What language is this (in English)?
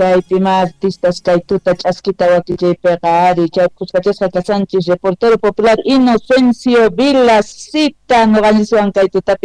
South Bolivian Quechua